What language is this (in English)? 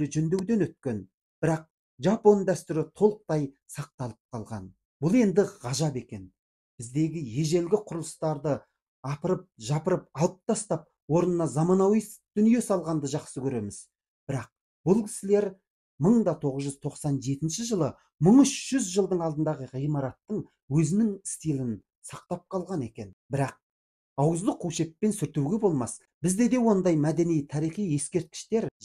Kazakh